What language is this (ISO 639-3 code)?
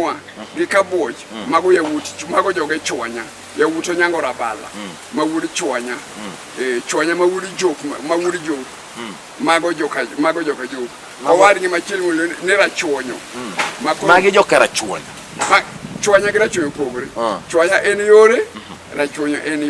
luo